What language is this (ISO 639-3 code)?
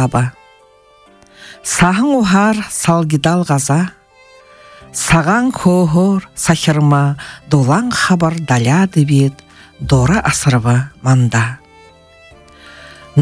bua